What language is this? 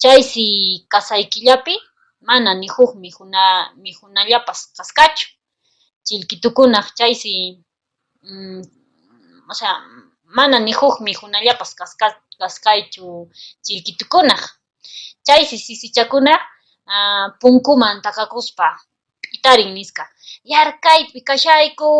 Quechua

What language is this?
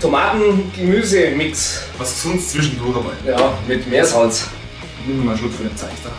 Bavarian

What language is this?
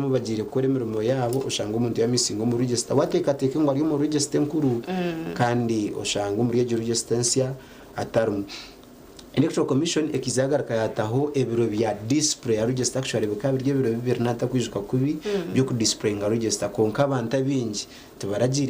Nyankole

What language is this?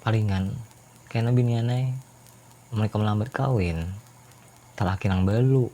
Banjar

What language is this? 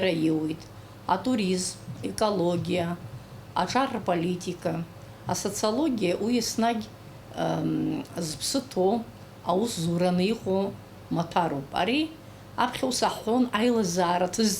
Abkhazian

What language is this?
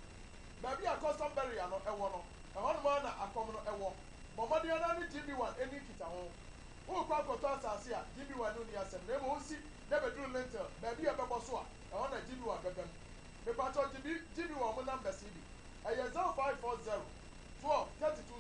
Akan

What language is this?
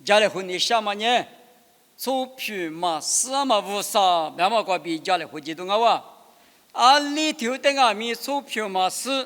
Lisu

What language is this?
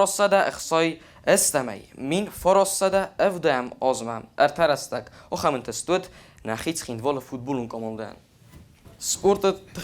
Ossetic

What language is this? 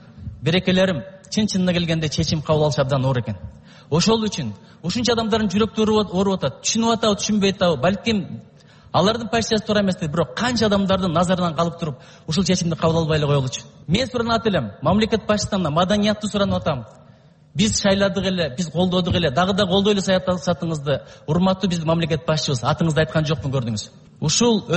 Kyrgyz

